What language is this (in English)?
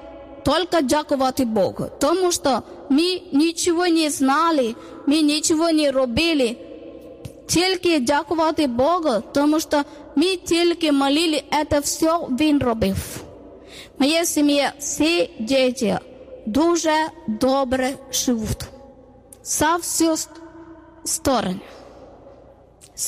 Ukrainian